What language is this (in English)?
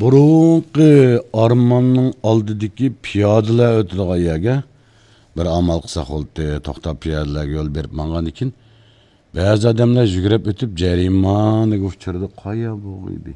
Uyghur